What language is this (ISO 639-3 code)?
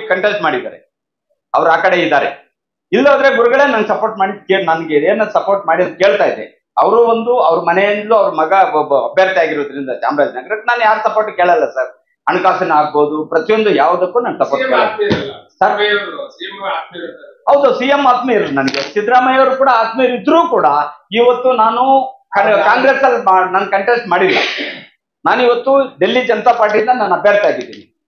kan